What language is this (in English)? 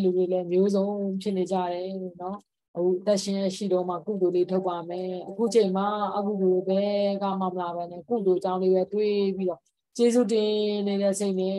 Burmese